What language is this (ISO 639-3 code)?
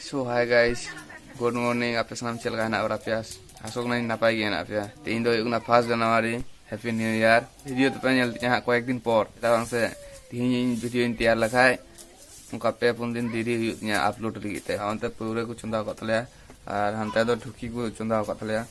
sat